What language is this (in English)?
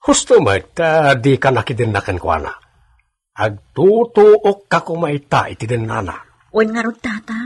Iloko